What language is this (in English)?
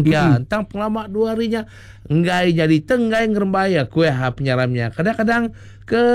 Iban